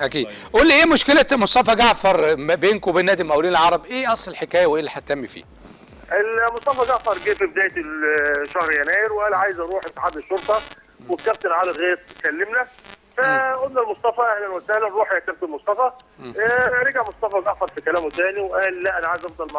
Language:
Egyptian Arabic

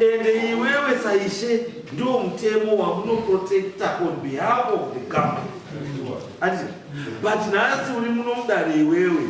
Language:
Shona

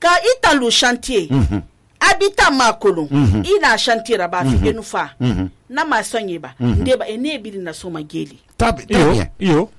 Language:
Susu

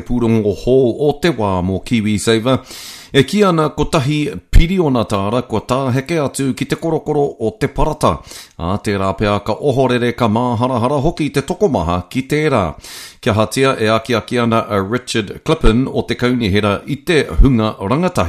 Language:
Māori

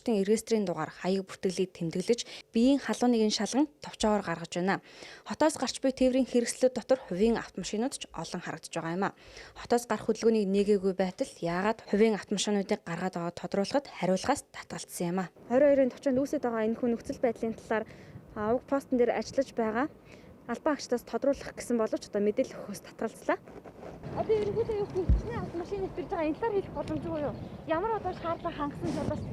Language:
Mongolian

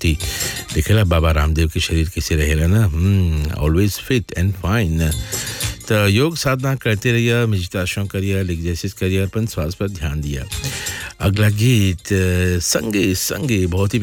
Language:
Bhojpuri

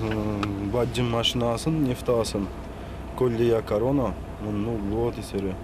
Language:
Udmurt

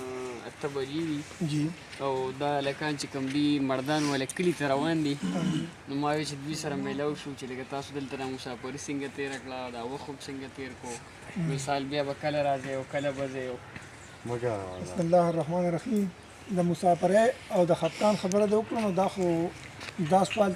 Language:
Pashto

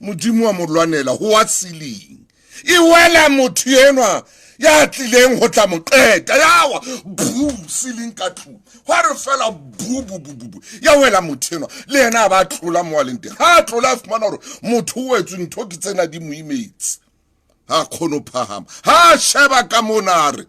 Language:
Southern Sotho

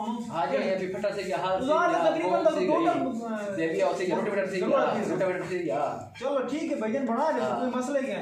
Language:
Saraiki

